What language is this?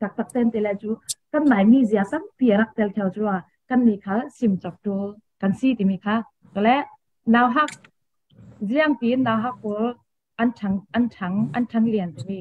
Falam Chin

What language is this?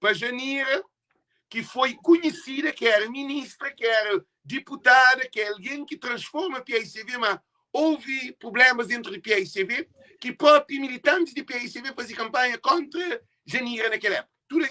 Kabuverdianu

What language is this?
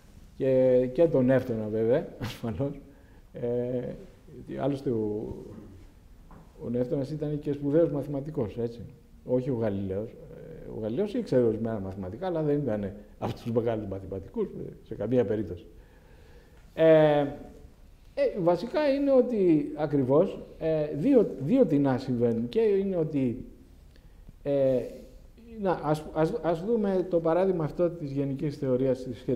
Greek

